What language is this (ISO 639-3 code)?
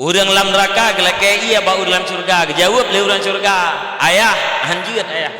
ace